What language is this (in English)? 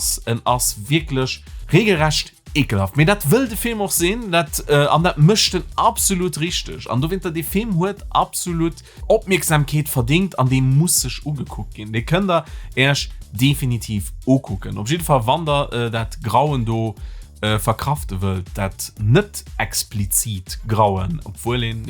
Luxembourgish